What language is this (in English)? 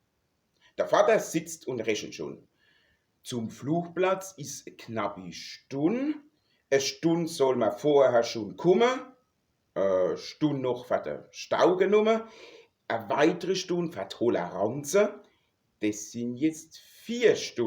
Palatine German